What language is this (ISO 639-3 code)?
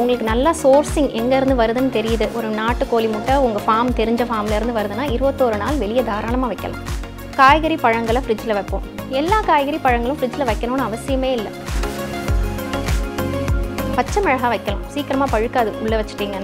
tam